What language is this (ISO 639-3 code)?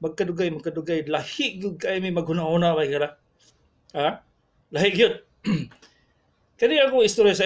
ceb